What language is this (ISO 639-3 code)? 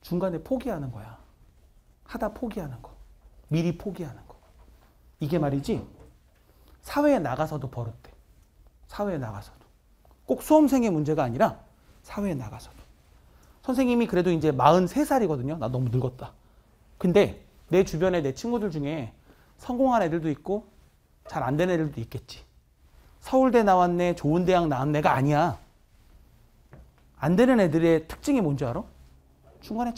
kor